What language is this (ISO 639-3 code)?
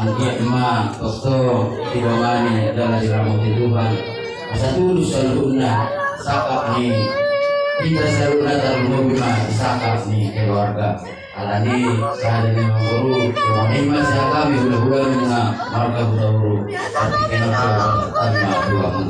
bbc